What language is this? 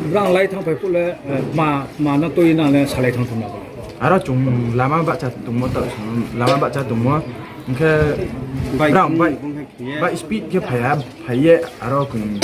Riang (India)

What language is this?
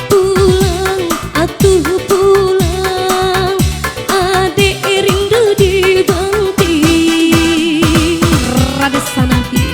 Minangkabau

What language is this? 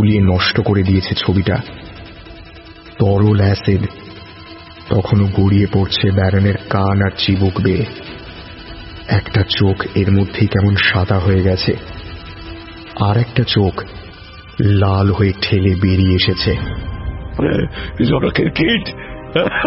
Bangla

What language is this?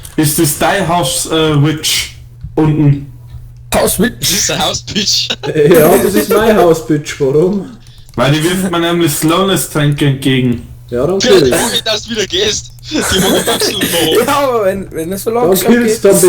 Bavarian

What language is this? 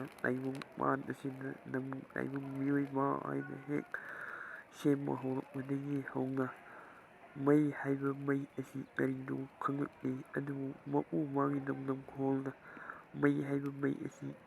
Manipuri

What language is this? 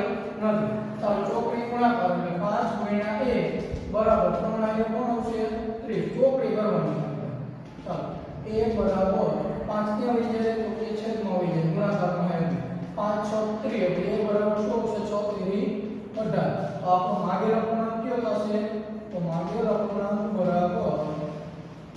Gujarati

